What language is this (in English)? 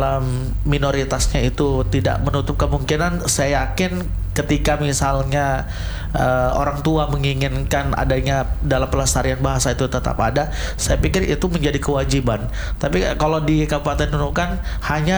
Indonesian